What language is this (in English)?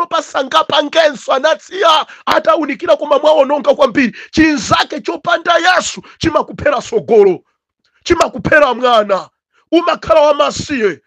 Nyanja